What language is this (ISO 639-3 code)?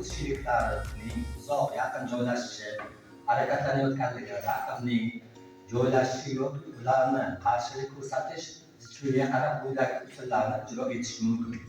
uzb